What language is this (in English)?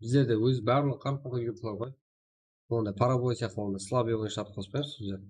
Kara-Kalpak